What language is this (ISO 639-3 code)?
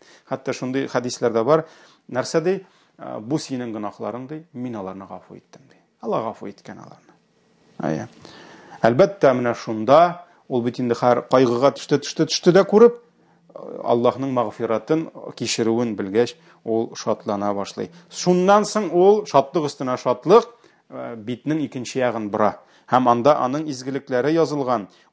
tat